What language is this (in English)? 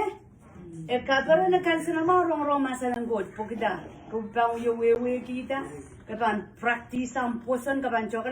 Pohnpeian